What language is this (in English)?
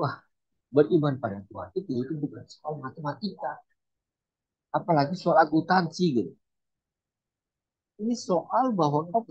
Indonesian